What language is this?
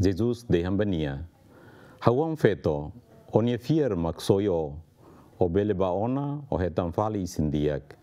Tetum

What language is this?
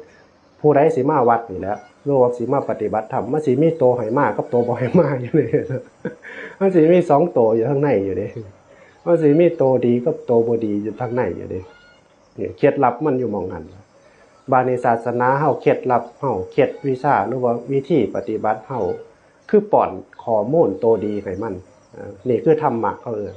Northeastern Thai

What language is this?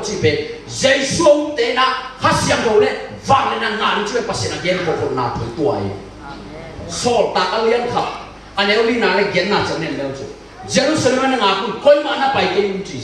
Tedim Chin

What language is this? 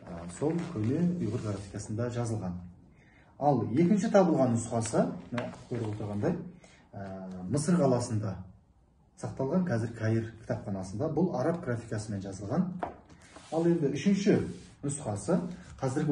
Kazakh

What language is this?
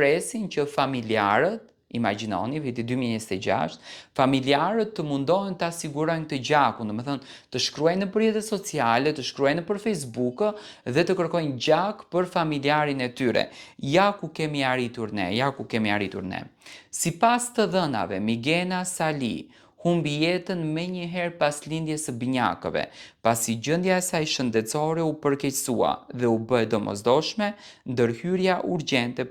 Albanian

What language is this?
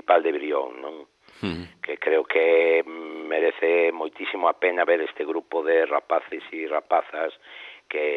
Galician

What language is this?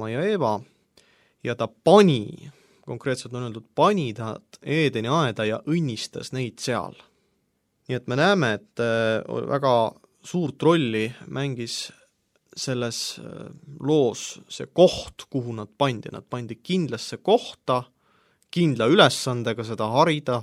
Estonian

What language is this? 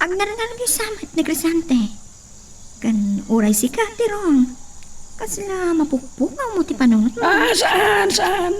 Iloko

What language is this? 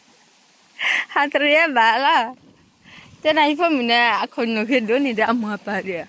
S'gaw Karen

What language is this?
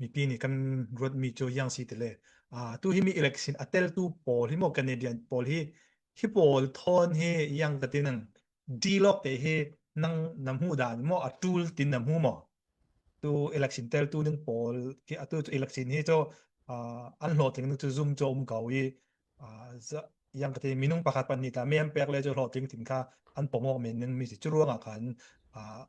Falam Chin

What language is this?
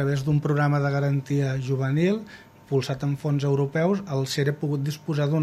Catalan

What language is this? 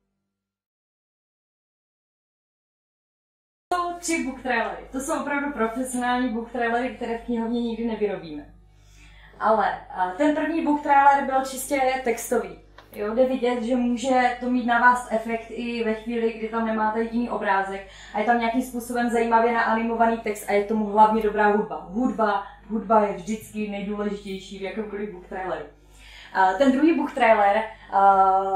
Czech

